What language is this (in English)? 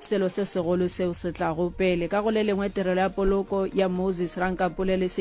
Northern Sotho